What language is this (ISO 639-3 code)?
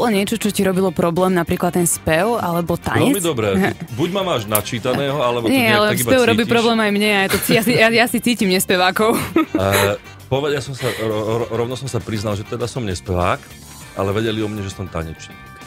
slk